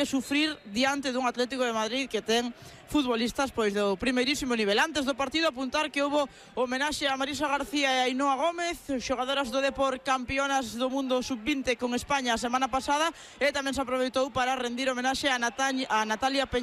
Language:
Galician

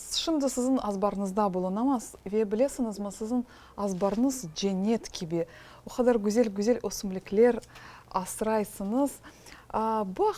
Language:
Crimean Tatar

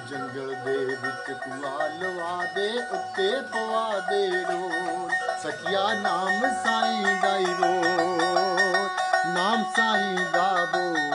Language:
Punjabi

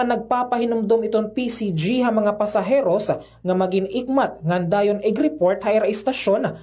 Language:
Waray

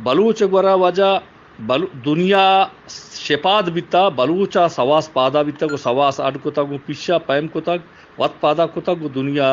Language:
Eastern Balochi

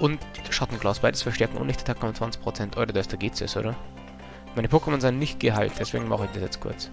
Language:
Bavarian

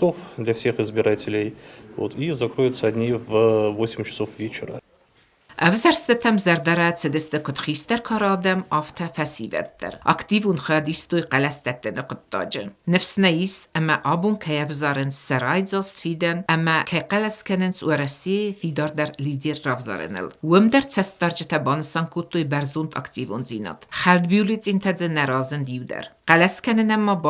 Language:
Ossetic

